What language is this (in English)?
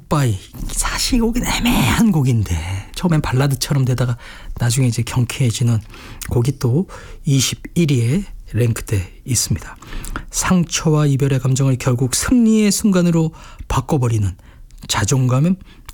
Korean